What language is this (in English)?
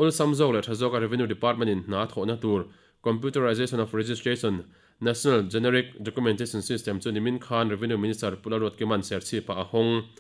Mizo